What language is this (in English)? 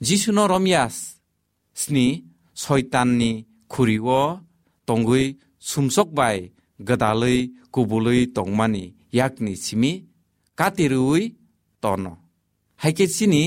Kok Borok